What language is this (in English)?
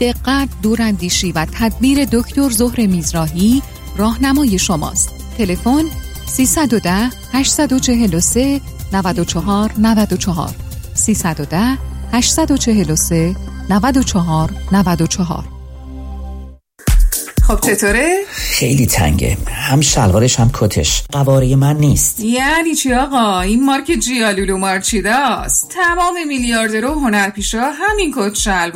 Persian